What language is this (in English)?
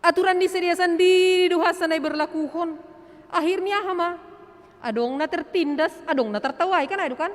Batak Simalungun